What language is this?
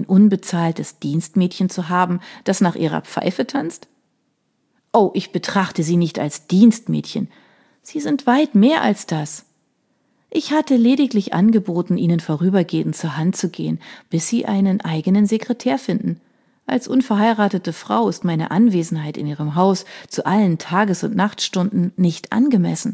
German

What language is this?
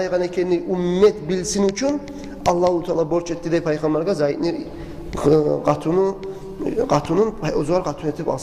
Kumyk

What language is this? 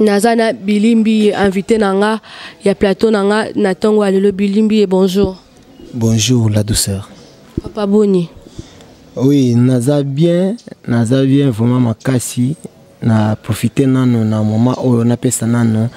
Lingala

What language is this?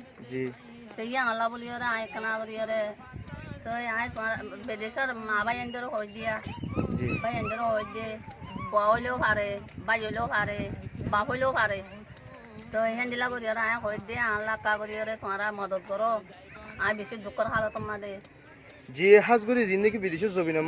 Rohingya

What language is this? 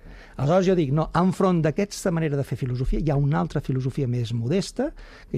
Catalan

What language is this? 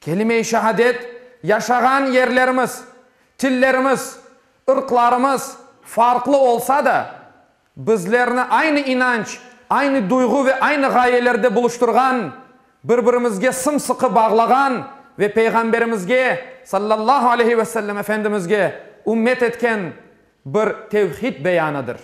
Crimean Tatar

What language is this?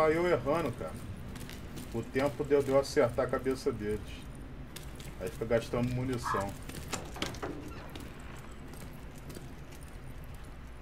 Portuguese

